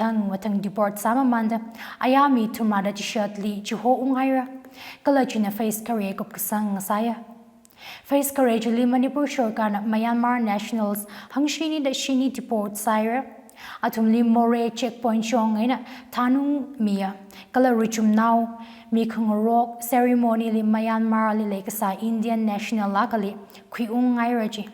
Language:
Tangkhul Naga (India)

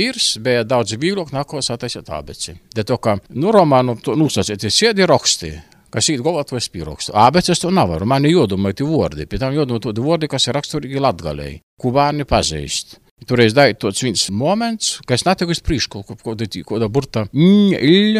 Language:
Latvian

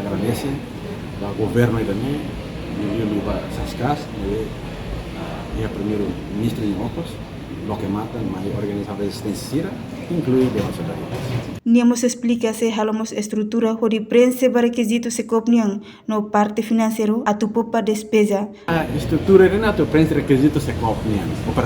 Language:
Tetum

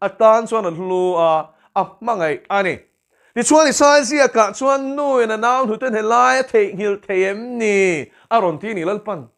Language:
Mizo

